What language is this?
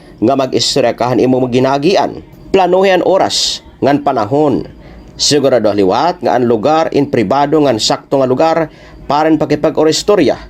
Waray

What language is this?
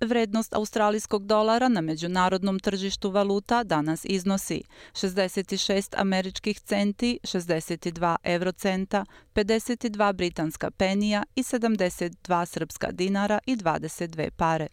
Serbian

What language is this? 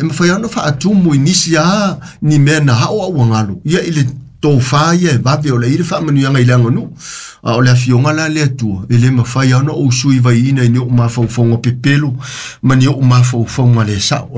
Samoan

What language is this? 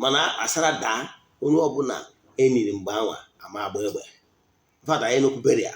Igbo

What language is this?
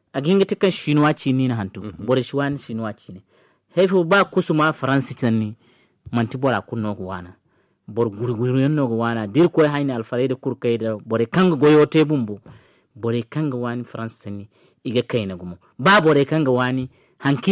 Zarma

